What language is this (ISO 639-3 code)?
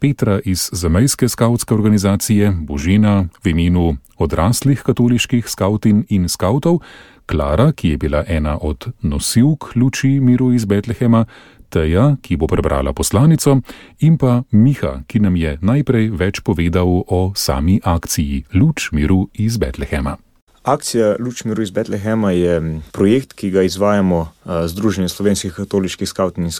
slv